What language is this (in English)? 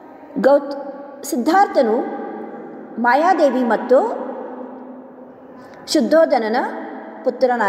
Kannada